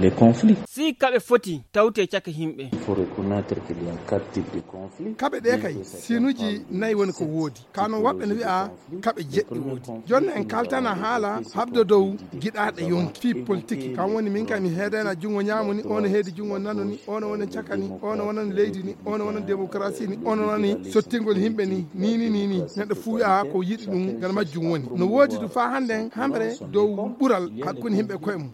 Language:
Fula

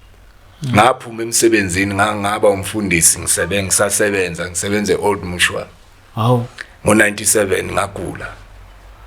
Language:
Zulu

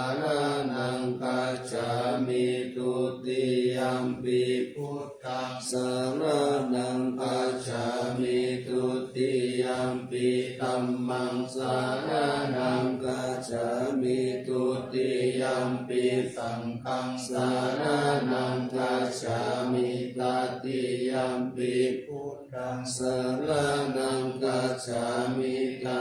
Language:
Pali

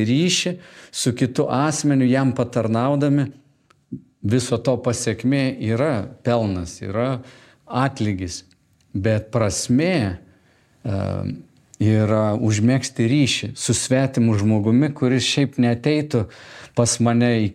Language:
Lithuanian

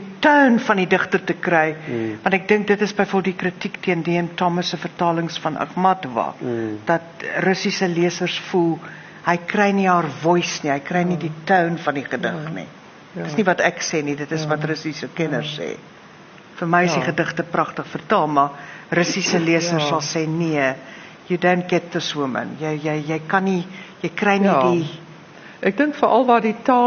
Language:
Afrikaans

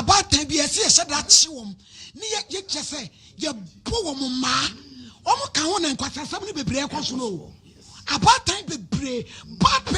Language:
Akan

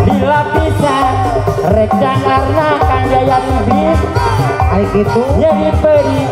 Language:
Sundanese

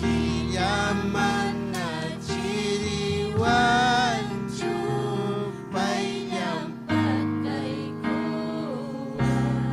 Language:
Ayacucho Quechua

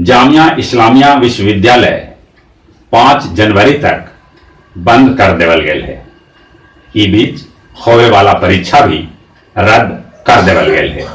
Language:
Magahi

